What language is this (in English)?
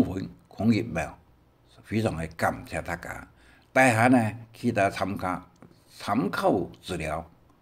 Hakka Chinese